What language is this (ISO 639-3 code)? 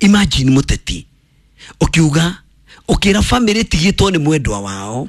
kik